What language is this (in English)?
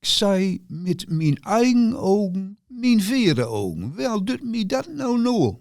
Gronings